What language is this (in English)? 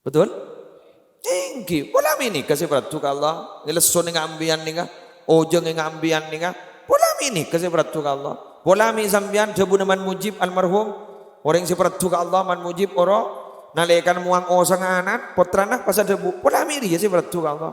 Madurese